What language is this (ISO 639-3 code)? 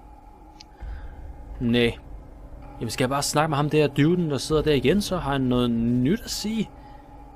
dan